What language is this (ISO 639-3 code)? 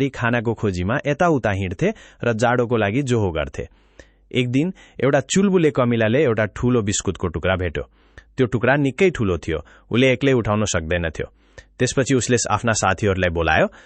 nep